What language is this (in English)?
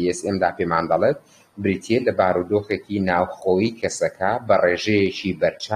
Central Kurdish